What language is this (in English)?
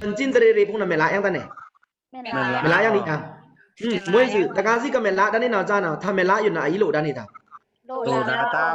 Pa'o Karen